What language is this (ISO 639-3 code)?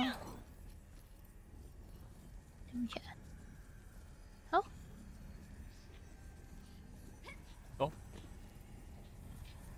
zho